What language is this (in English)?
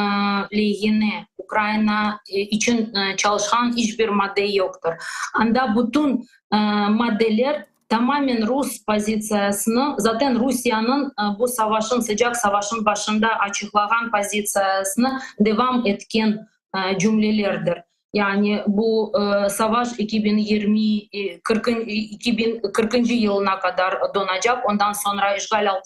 Crimean Tatar